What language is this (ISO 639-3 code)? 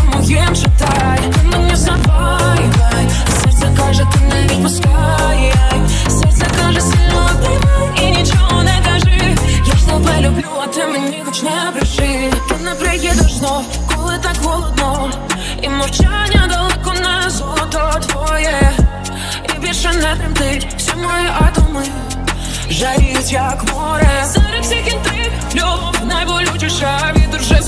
ukr